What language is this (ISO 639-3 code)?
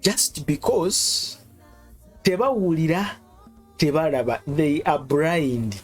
lug